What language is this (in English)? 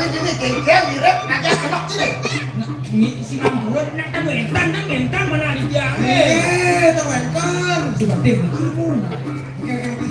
Balinese